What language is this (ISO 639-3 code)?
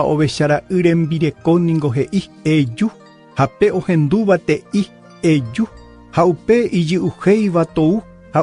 grn